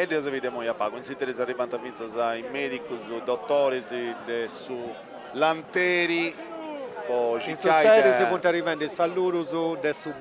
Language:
Sardinian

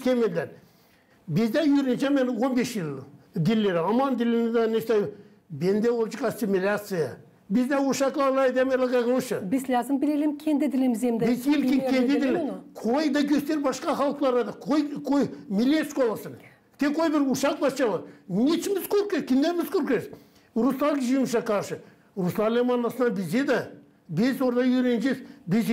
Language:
Gagauz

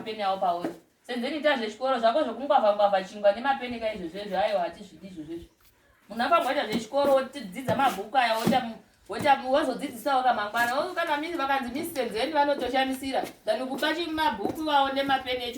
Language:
Shona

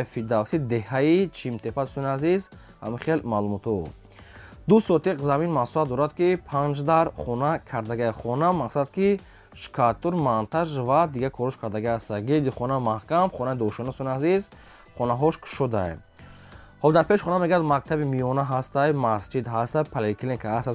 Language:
Tajik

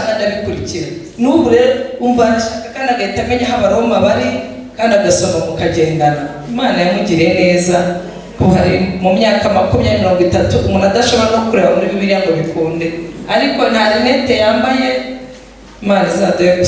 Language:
Kinyarwanda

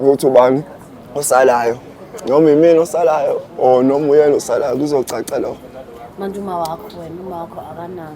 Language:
Zulu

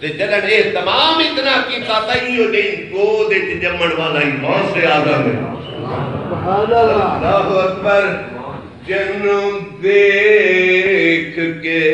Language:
Saraiki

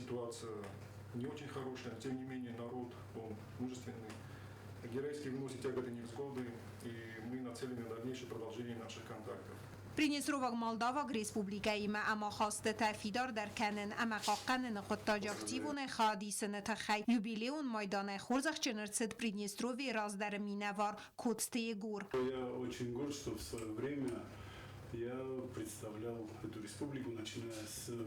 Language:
Ossetic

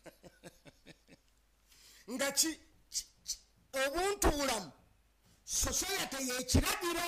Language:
Ganda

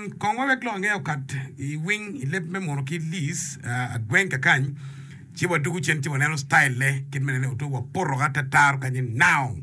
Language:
Acoli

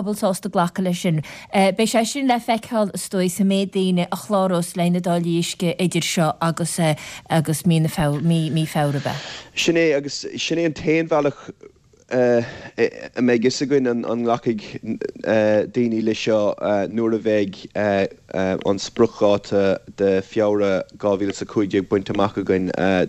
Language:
Irish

